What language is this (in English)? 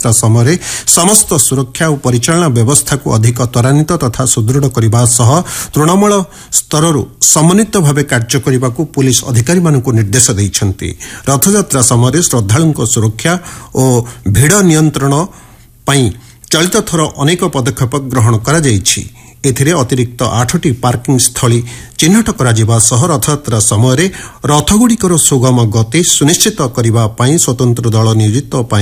Odia